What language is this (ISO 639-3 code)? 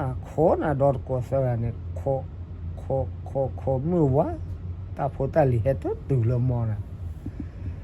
ksw